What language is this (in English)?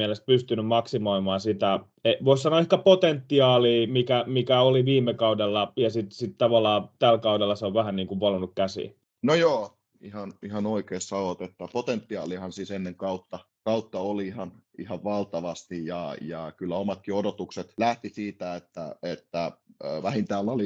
Finnish